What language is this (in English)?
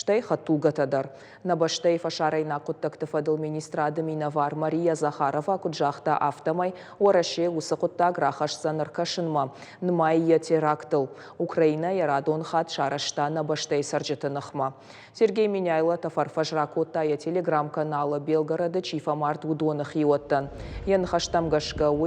Ossetic